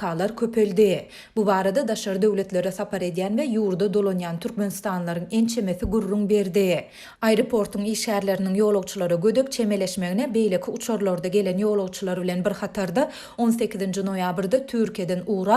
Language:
Turkmen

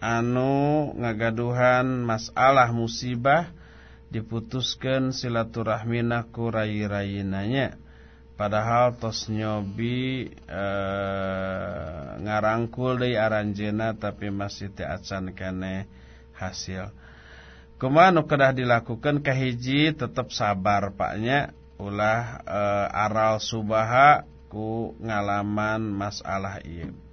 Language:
Sundanese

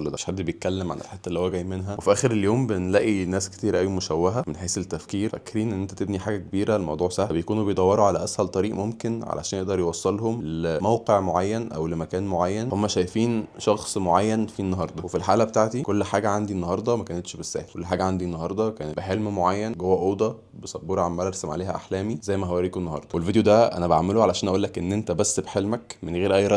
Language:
Egyptian Arabic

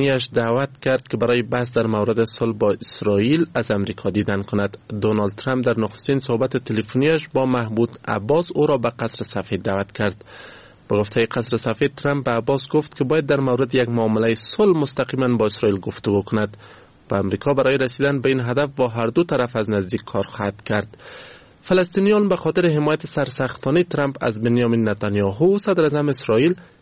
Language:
Persian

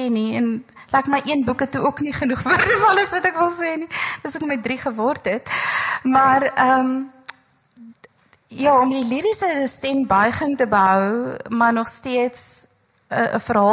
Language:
Afrikaans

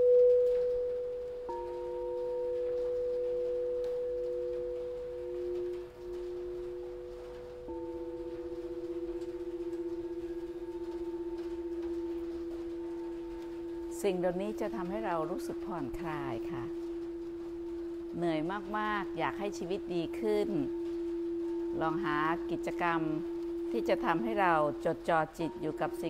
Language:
Thai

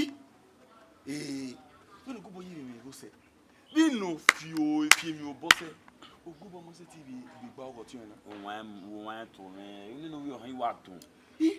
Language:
Bini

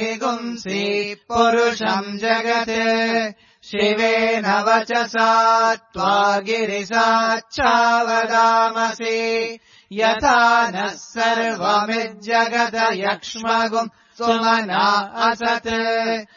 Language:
Sanskrit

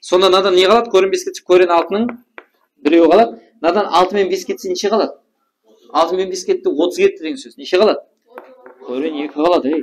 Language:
Kara-Kalpak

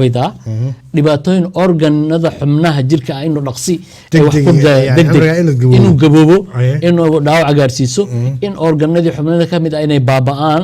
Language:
Somali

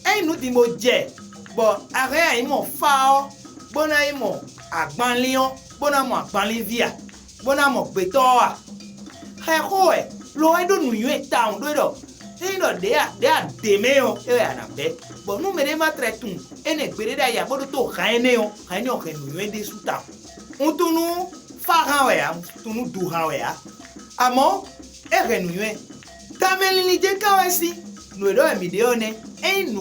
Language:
Fon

